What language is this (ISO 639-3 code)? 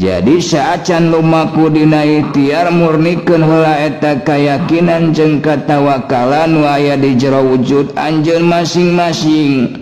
sun